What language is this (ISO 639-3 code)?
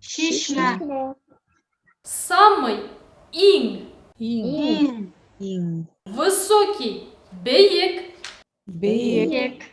bak